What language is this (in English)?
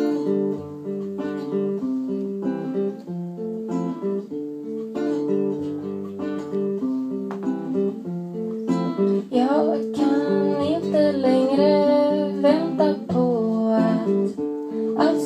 Swedish